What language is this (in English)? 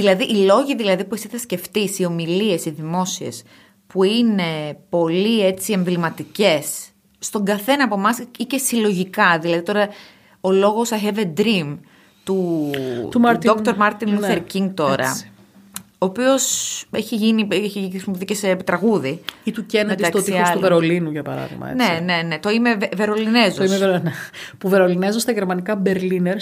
Greek